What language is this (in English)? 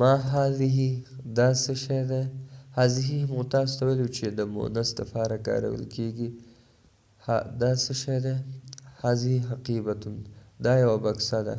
Pashto